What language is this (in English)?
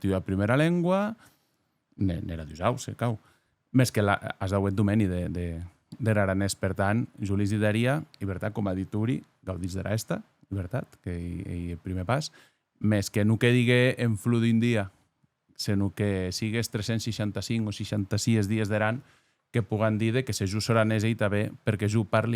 Occitan